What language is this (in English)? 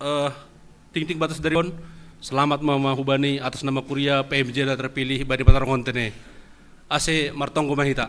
Batak Simalungun